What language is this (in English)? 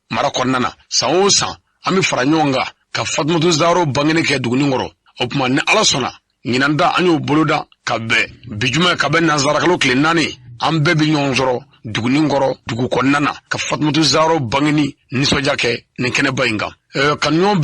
Bambara